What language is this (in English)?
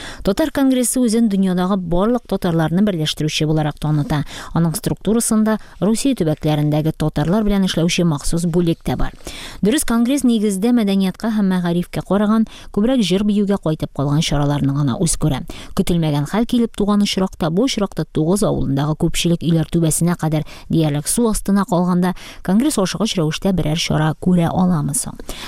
Tatar